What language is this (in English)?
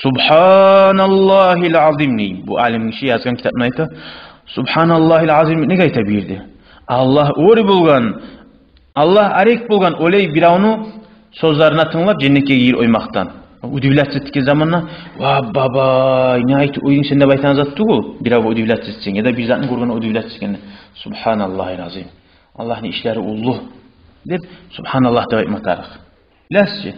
Kumyk